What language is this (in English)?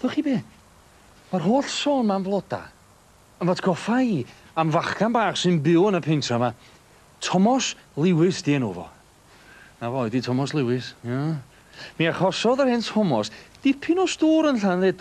Welsh